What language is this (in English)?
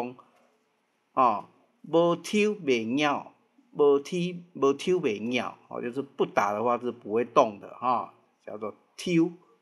Min Nan Chinese